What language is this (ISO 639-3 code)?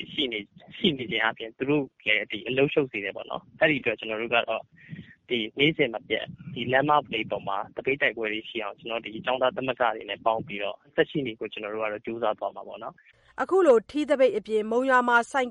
mya